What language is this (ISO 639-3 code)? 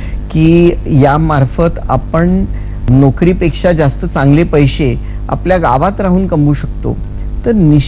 mar